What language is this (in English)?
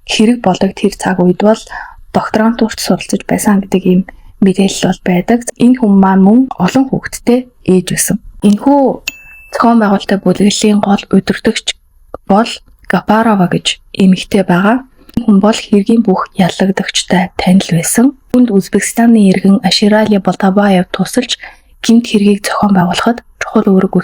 Mongolian